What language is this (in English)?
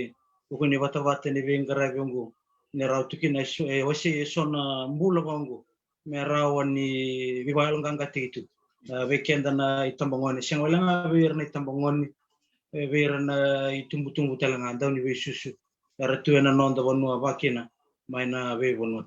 Fijian